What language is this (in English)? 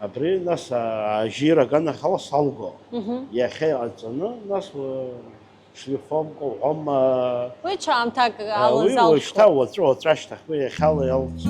Abkhazian